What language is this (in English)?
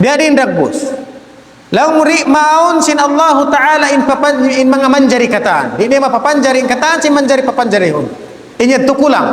Tausug